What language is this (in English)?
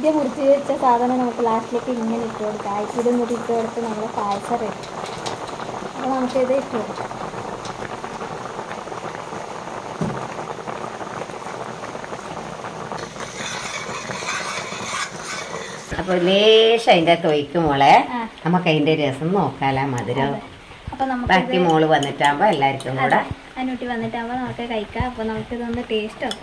Malayalam